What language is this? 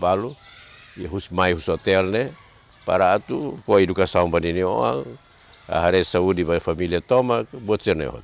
Tetum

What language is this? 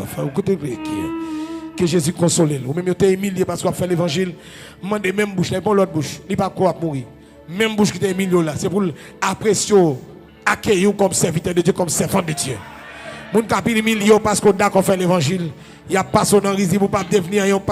Haitian Creole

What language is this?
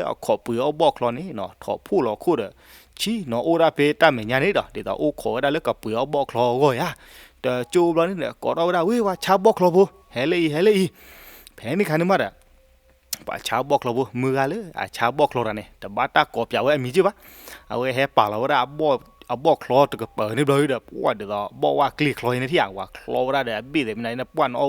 S'gaw Karen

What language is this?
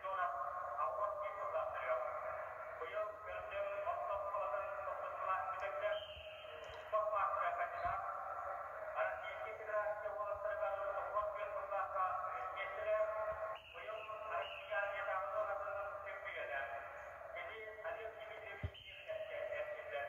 Yakut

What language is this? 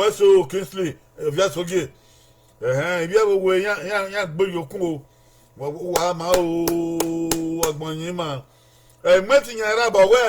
Bini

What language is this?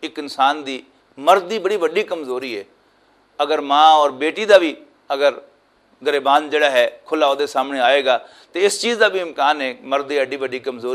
Western Panjabi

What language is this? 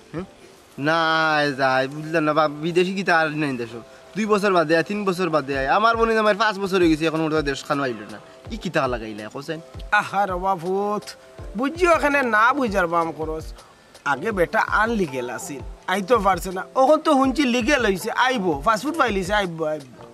Sylheti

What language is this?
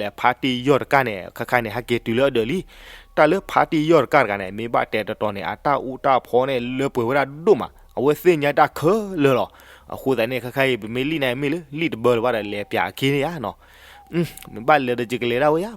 S'gaw Karen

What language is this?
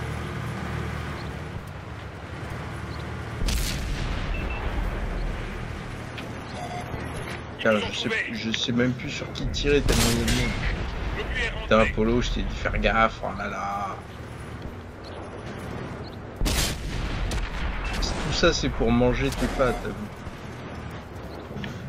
French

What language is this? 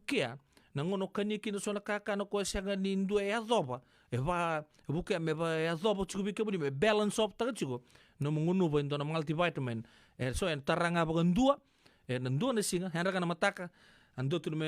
Fijian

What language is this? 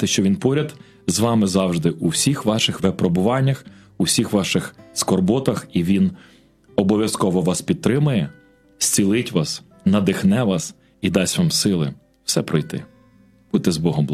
Ukrainian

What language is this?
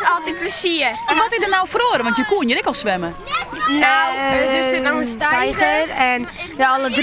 Western Frisian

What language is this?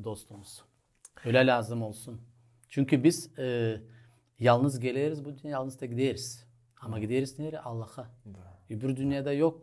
Gagauz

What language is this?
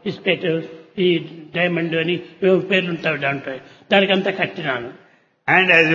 Telugu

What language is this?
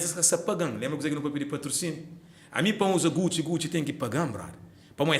Kabuverdianu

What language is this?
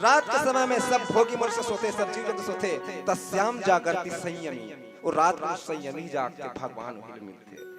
Chhattisgarhi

